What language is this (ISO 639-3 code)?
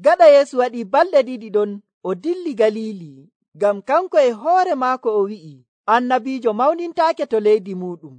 fuv